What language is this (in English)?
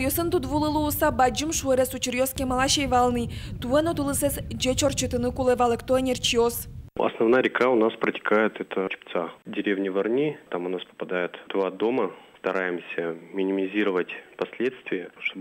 Udmurt